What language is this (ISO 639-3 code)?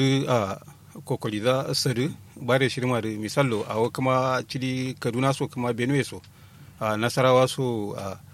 kau